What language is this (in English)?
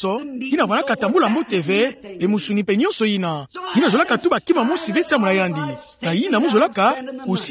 Kituba (Democratic Republic of Congo)